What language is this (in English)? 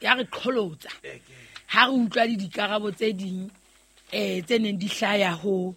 Southern Sotho